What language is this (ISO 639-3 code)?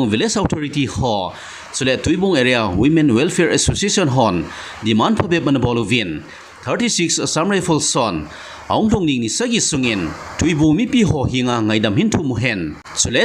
tcz